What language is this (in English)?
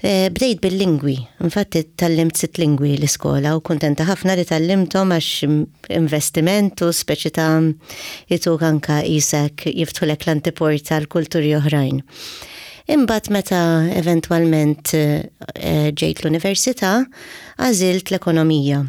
Maltese